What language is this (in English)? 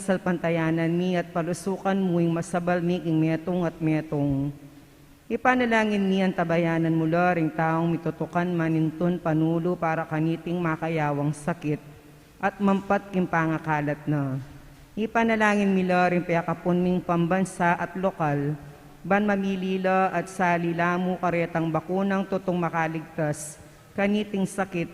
Pampanga